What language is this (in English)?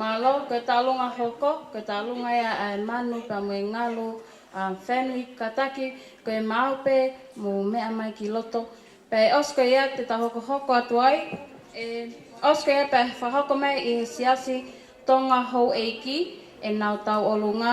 Tongan